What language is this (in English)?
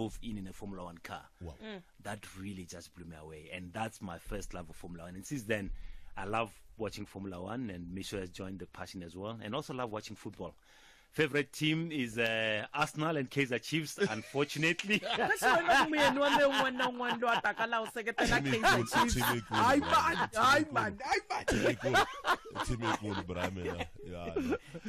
Tsonga